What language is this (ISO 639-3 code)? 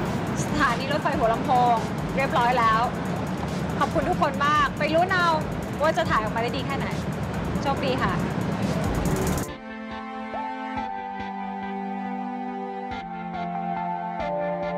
tha